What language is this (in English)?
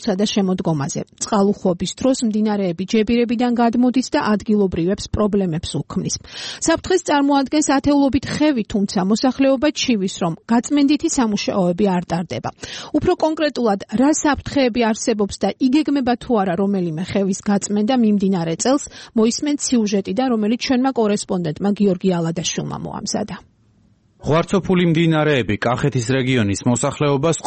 Georgian